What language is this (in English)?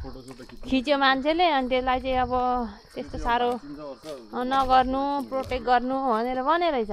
Nepali